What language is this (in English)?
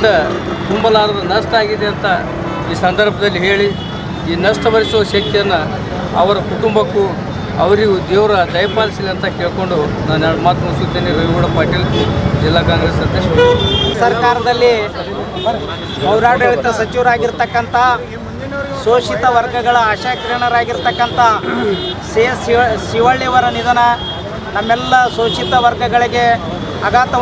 Kannada